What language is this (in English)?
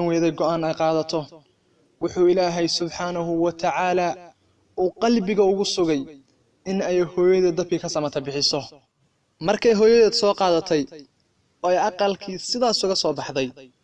Somali